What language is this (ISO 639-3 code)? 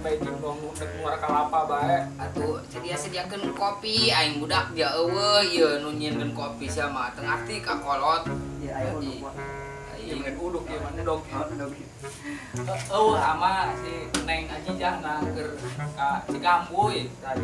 sun